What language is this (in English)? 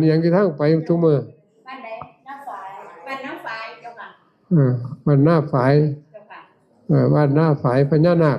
Northeastern Thai